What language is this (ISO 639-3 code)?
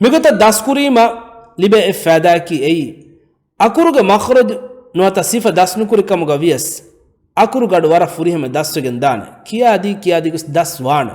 div